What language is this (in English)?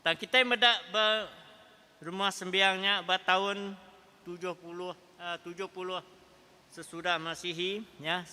Iban